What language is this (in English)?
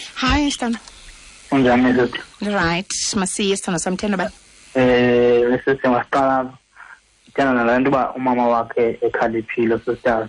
Xhosa